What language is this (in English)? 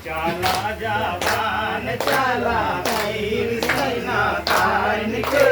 Sadri